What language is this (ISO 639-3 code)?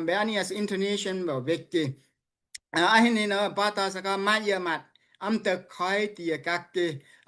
dao